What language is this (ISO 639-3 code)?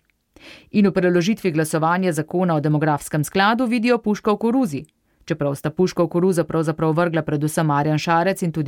slv